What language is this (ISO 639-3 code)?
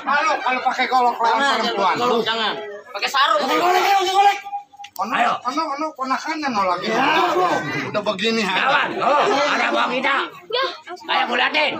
bew